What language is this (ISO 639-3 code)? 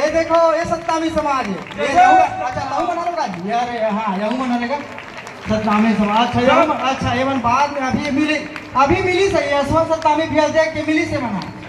hne